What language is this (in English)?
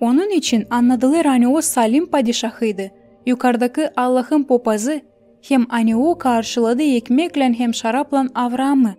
Gagauz